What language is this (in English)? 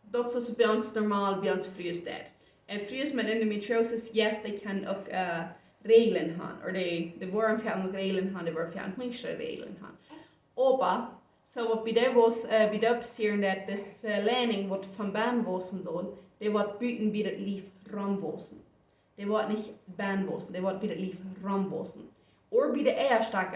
Plautdietsch